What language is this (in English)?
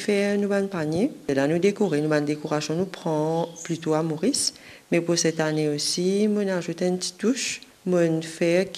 Morisyen